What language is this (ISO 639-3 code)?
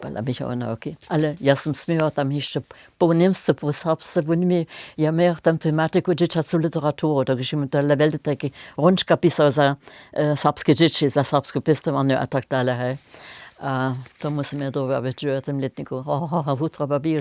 hsb